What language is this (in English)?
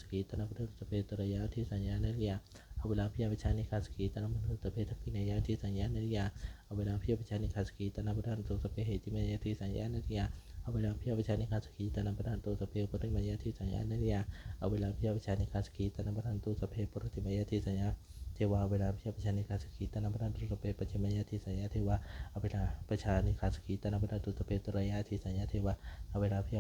Pali